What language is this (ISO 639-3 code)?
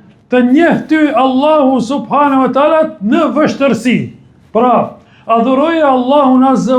sqi